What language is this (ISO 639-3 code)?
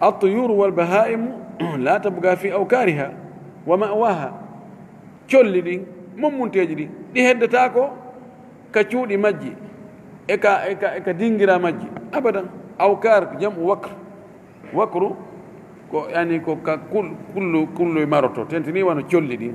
ful